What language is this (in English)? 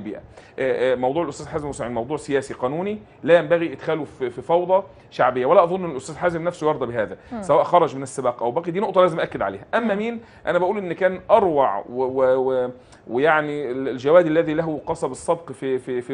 Egyptian Arabic